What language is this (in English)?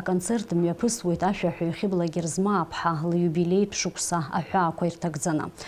Abkhazian